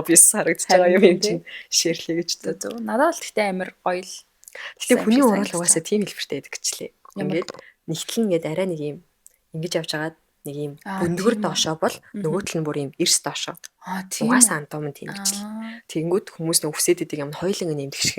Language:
Mongolian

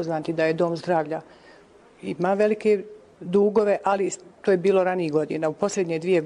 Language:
Croatian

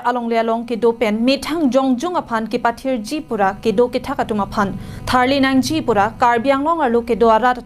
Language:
Karbi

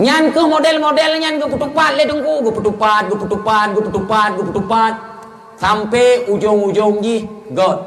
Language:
Achinese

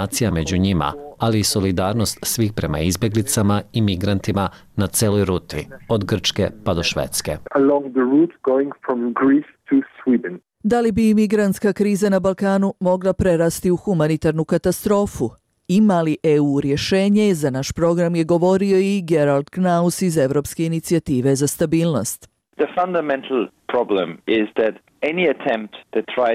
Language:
Bosnian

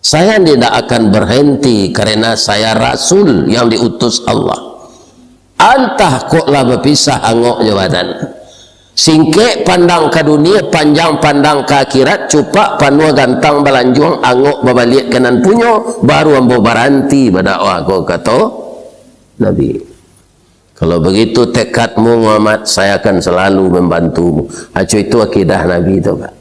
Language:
Minangkabau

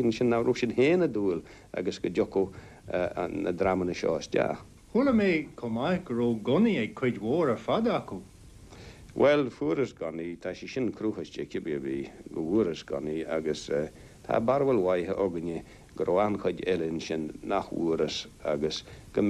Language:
Irish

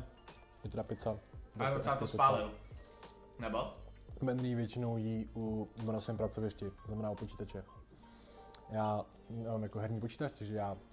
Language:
Czech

